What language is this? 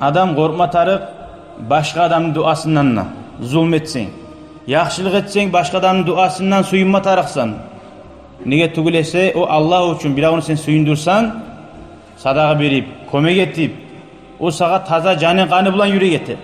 Kumyk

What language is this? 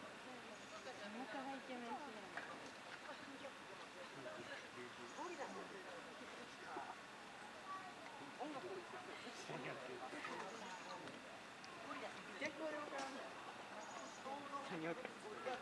Japanese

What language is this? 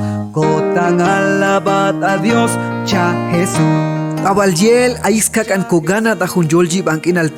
Chuj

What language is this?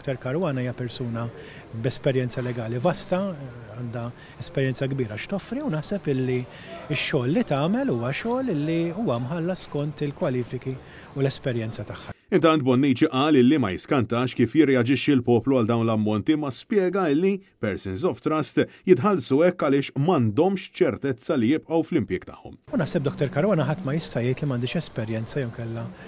Maltese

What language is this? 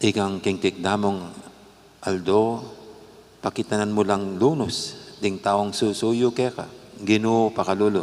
Pampanga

